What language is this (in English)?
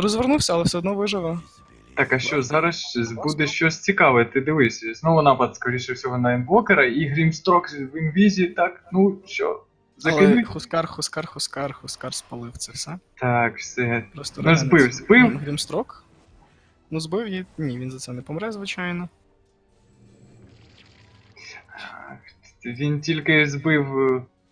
Ukrainian